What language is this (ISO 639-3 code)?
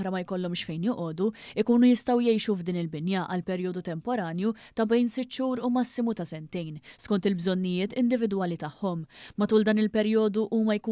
mlt